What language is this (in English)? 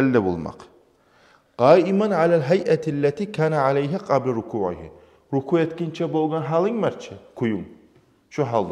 Kumyk